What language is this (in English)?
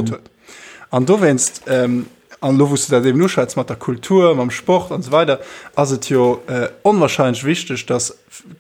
Luxembourgish